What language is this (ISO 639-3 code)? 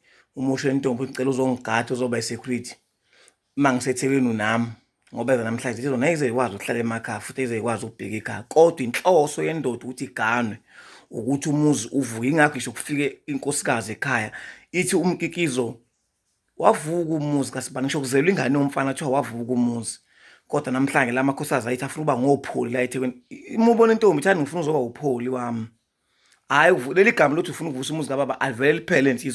zul